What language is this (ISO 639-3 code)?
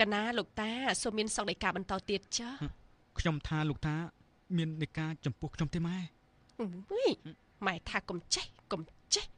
khm